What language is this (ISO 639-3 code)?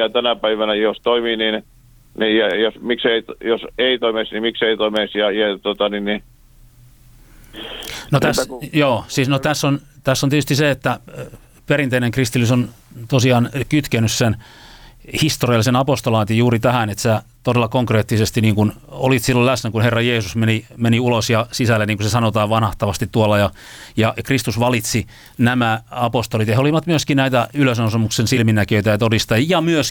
fin